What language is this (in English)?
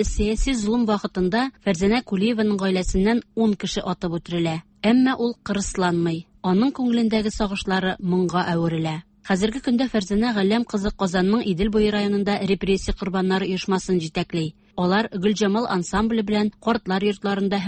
Tatar